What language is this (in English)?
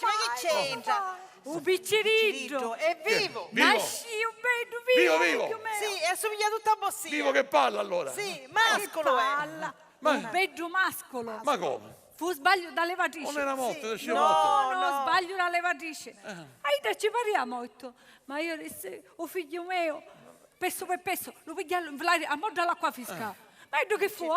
Sicilian